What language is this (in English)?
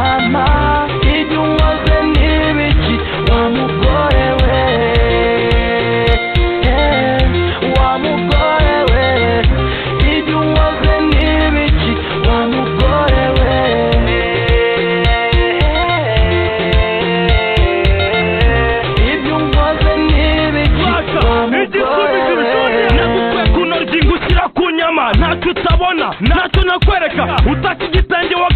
Kinyarwanda